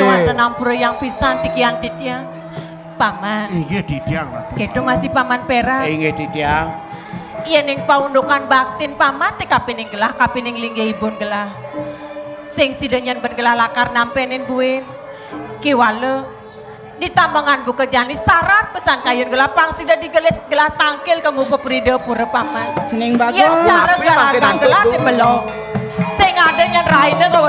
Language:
Balinese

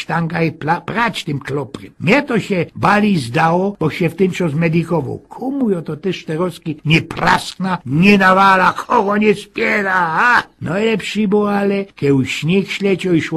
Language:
Silesian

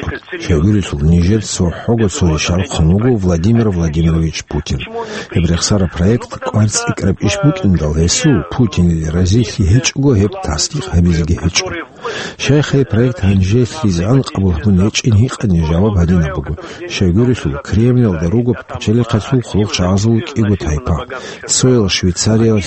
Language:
Avaric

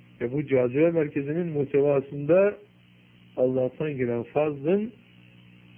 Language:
Turkish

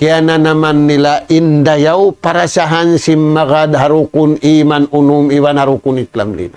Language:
Tausug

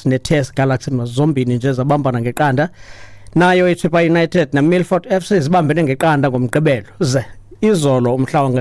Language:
Xhosa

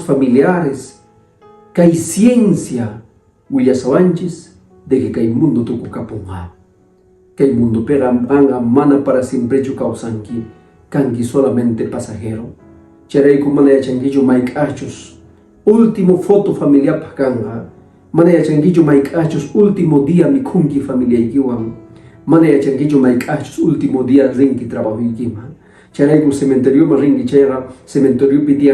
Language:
Quechua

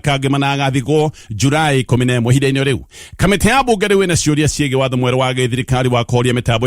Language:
Kikuyu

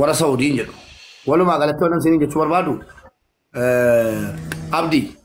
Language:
Oromo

